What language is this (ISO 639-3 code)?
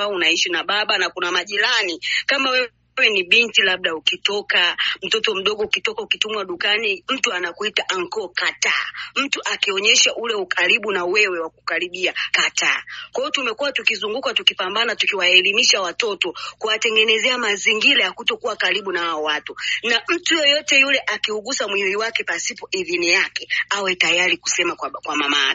swa